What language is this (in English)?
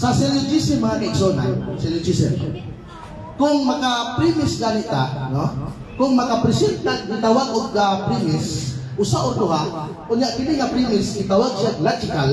Cebuano